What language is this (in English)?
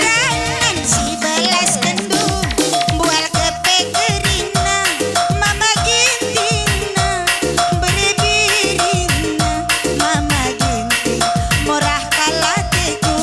Batak Karo